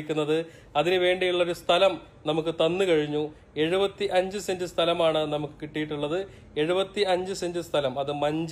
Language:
Malayalam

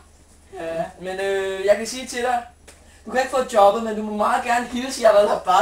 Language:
Danish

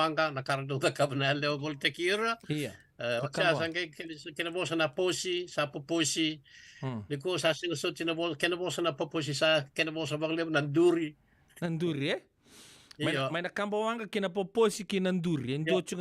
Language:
Fijian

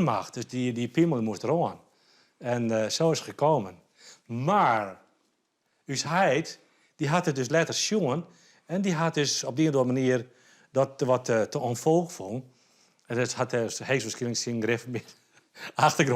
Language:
Western Frisian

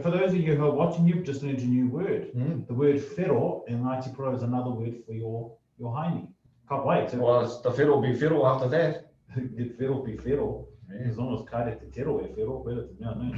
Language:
Māori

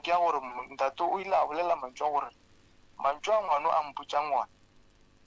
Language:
Northern Sotho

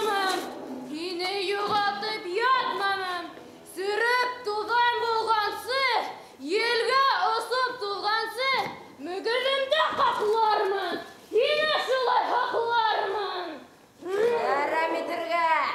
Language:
Bashkir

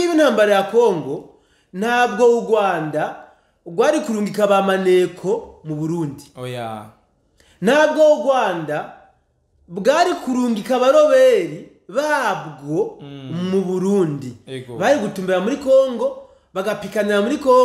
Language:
Rundi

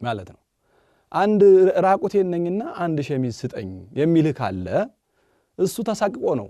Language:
Amharic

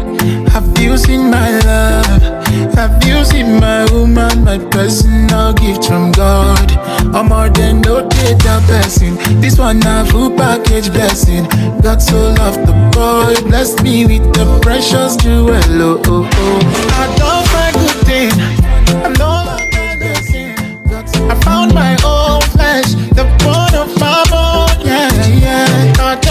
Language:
Nigerian Pidgin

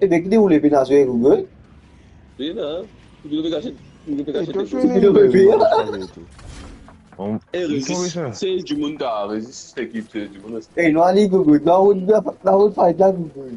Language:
Morisyen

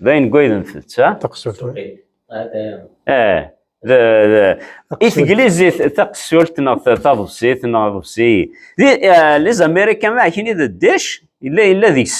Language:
Kabyle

